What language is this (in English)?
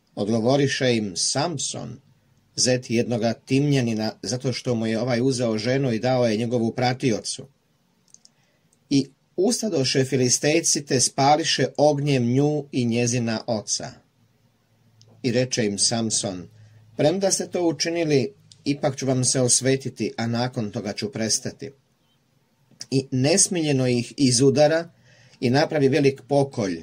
Croatian